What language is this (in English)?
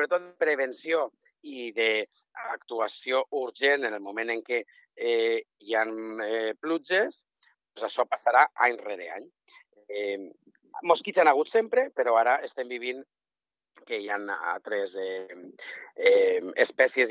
Catalan